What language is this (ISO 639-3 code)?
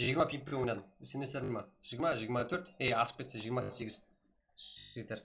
kaa